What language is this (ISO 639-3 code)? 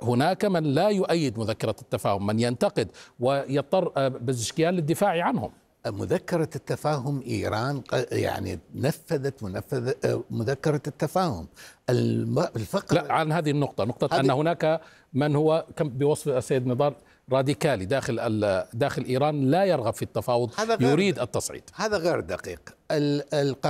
ara